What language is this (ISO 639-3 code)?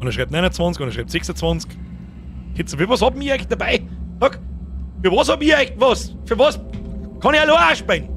bar